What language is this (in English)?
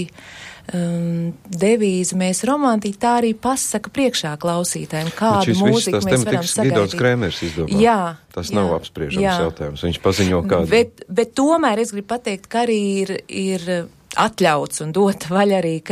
Latvian